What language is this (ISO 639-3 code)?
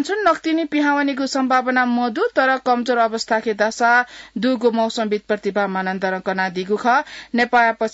new